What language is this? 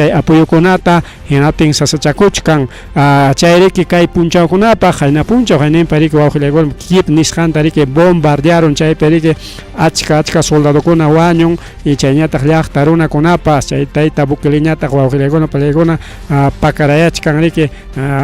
Ayacucho Quechua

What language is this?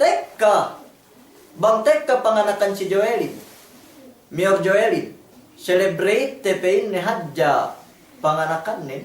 Yakan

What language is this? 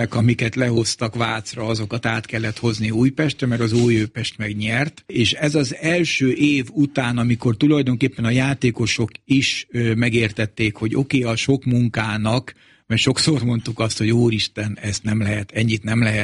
Hungarian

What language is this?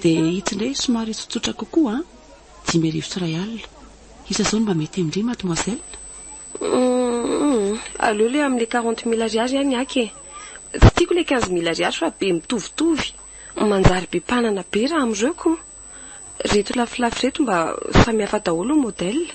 Malagasy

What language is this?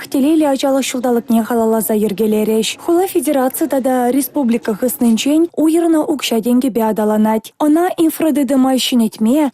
Chuvash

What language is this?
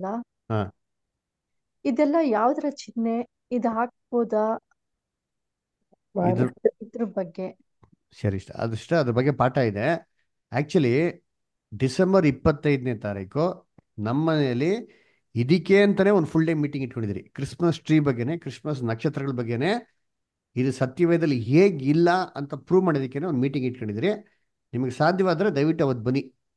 Kannada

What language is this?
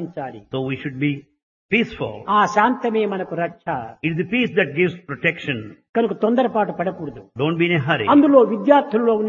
Telugu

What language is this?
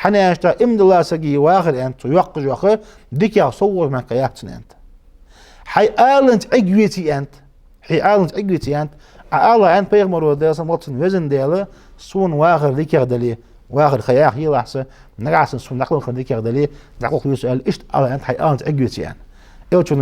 Ingush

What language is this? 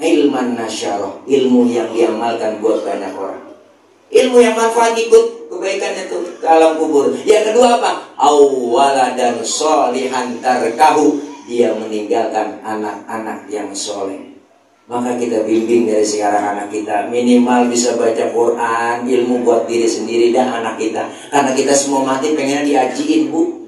Betawi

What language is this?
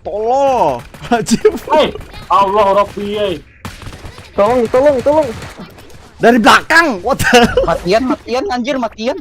Banjar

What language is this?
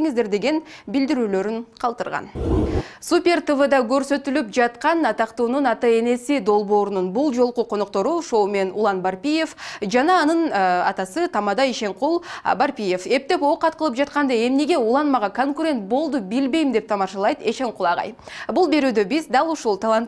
Kyrgyz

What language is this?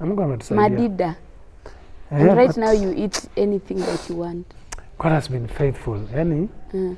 Masai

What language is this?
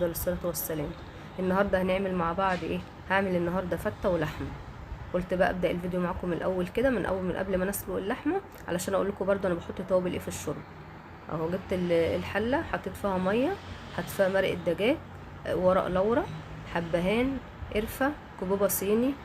Egyptian Arabic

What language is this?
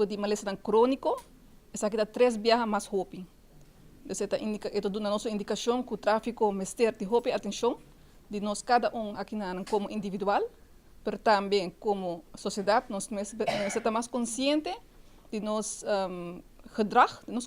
Papiamento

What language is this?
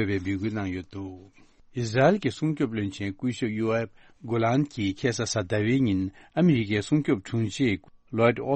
Tibetan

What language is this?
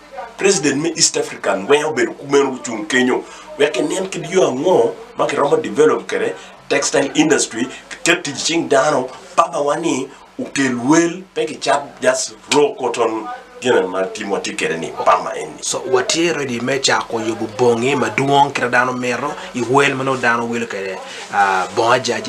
Acoli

